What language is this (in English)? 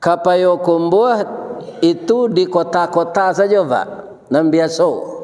Minangkabau